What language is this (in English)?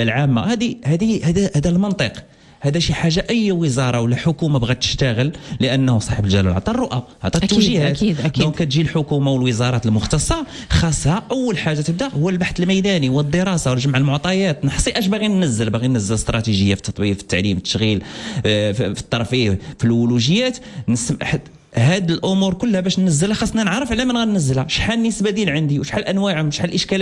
Moroccan Arabic